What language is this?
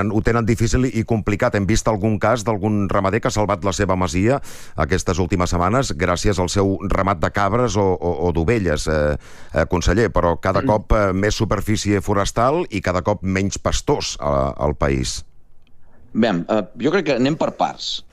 Catalan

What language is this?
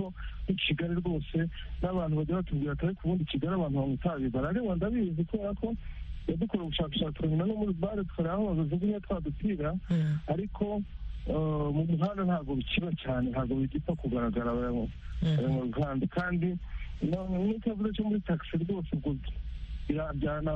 Kinyarwanda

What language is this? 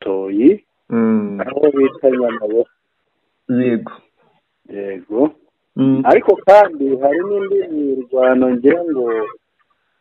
Kinyarwanda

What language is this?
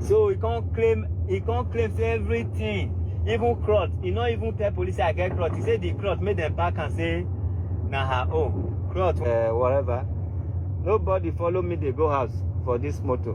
Nigerian Pidgin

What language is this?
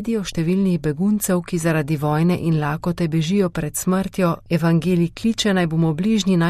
Slovenian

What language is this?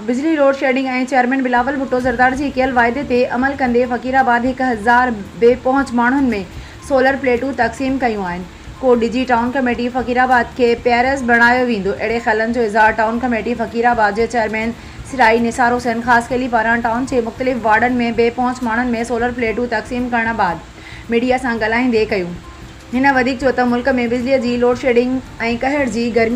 Sindhi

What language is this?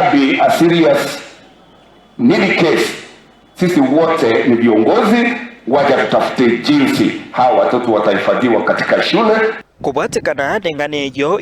Gusii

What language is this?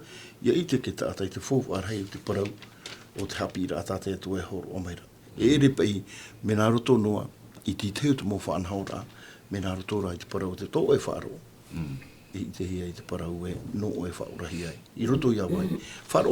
Tahitian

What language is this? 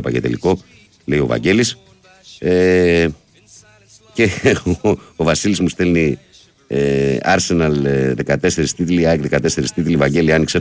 Greek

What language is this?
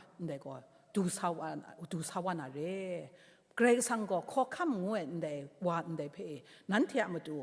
Kachin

